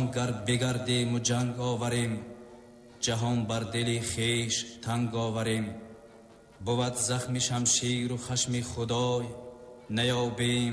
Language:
Tajik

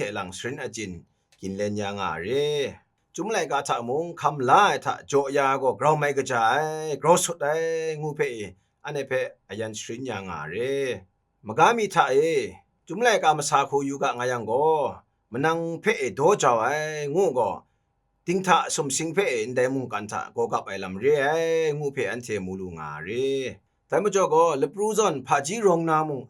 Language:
Kachin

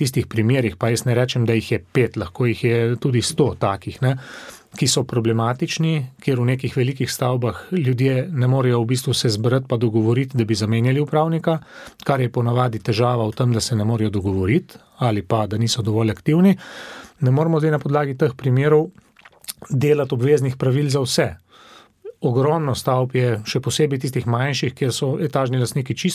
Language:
Slovenian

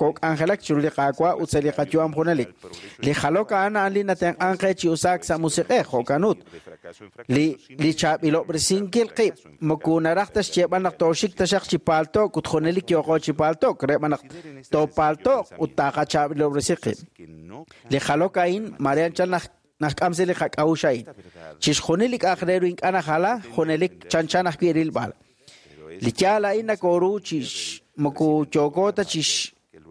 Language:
Kekchí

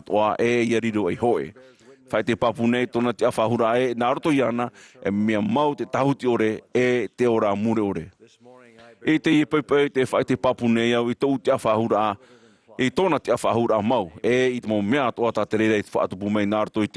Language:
Tahitian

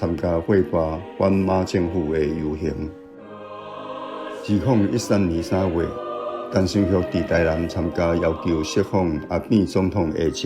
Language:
Min Nan Chinese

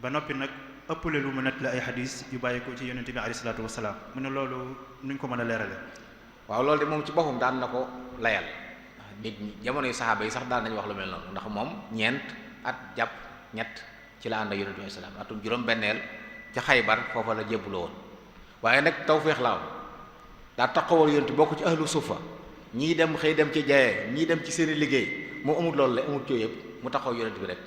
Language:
Wolof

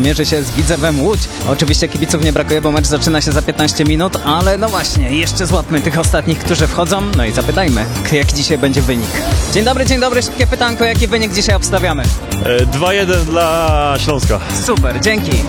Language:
Polish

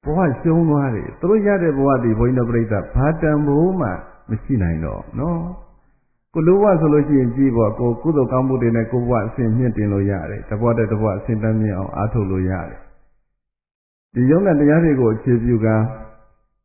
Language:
Burmese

